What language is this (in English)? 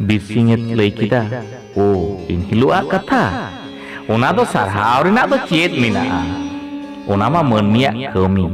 Santali